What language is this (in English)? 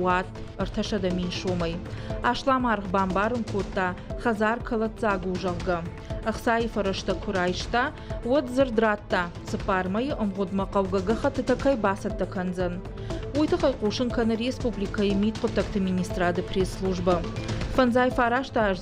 Ossetic